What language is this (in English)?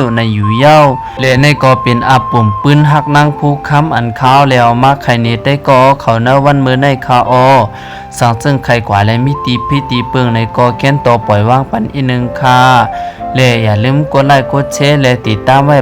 Shan